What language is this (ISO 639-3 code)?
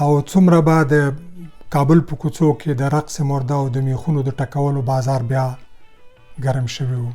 pus